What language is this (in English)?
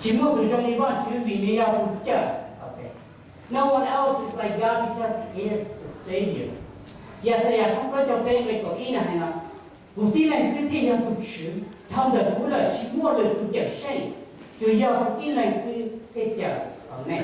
Hmong